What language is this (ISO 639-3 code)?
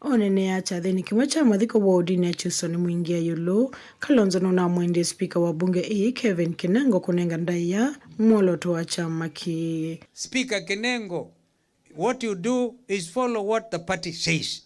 kam